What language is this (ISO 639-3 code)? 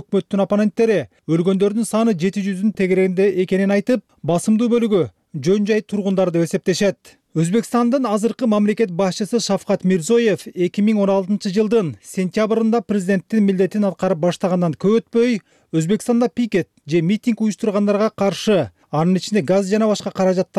kir